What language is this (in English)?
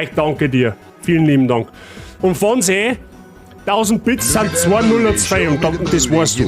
Bavarian